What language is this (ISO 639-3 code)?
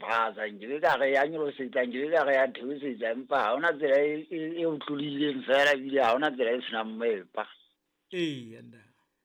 sot